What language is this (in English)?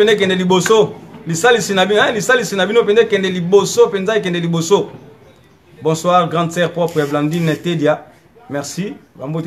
Lingala